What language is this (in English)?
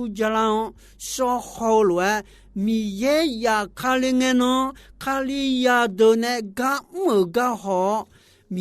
Akha